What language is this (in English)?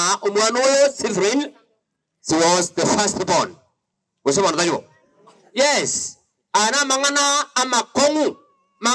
Gusii